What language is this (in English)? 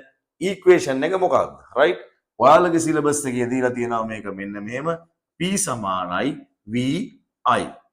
Sinhala